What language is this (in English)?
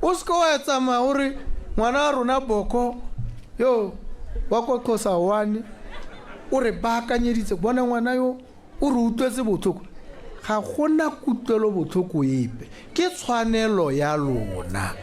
Tswana